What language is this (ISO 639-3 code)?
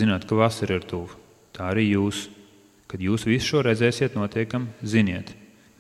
lav